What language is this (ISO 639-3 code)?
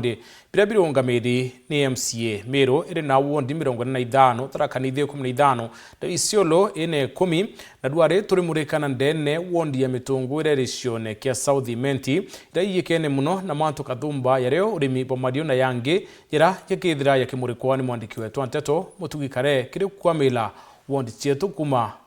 mer